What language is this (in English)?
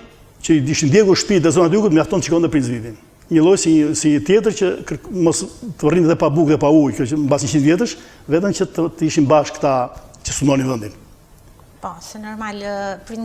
Albanian